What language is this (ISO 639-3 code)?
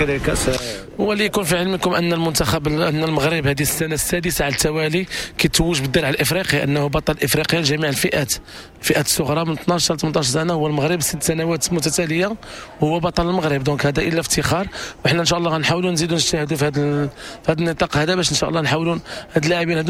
ary